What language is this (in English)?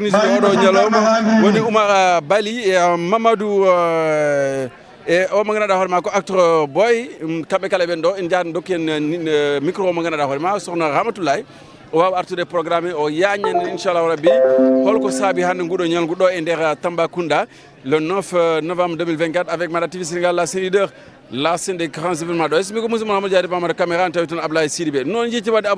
Fula